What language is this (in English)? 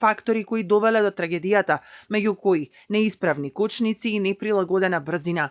Macedonian